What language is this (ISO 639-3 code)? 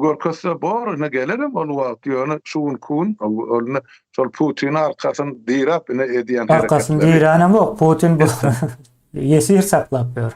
tuk